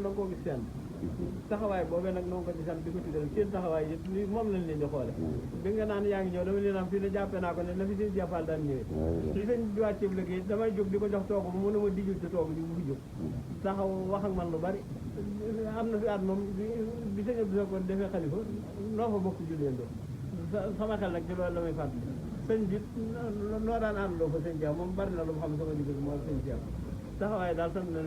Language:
Wolof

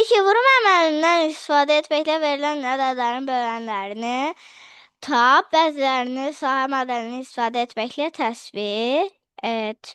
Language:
Azerbaijani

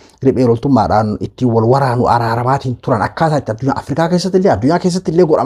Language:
Oromo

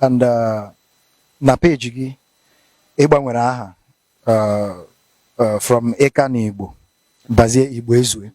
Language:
Igbo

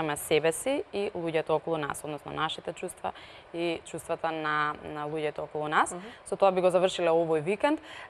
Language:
Macedonian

